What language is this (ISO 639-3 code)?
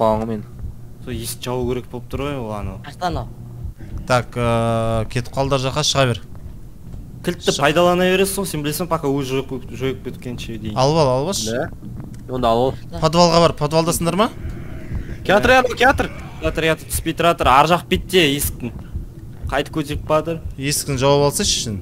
kaz